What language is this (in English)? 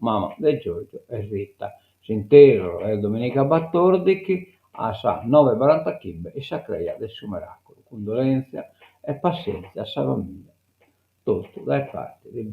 Sardinian